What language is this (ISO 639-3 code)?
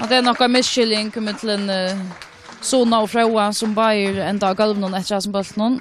fao